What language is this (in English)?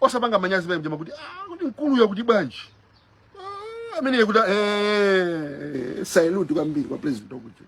Nyanja